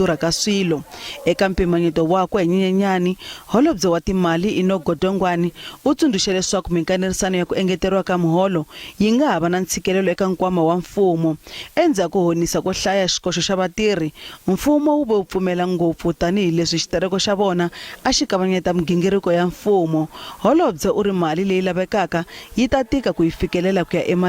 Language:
Tsonga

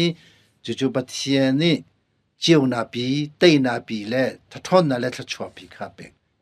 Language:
Hakha Chin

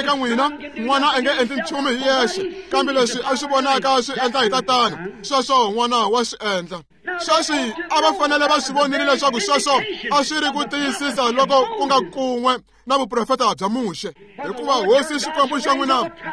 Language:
Tsonga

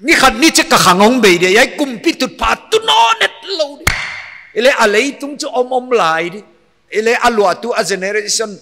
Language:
Paite Chin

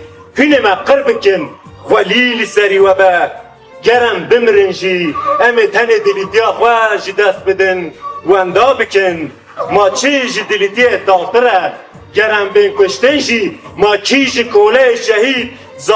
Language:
Kurdish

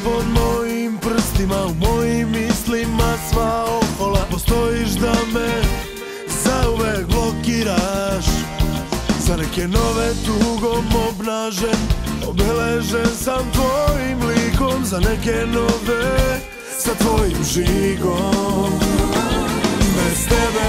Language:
Serbian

